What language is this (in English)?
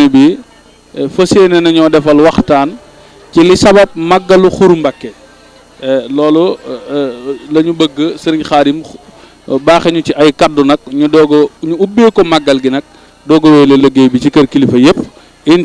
Wolof